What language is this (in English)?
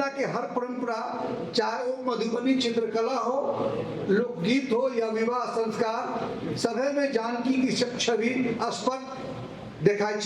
Maithili